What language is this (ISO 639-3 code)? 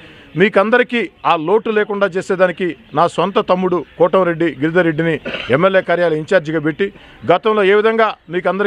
tel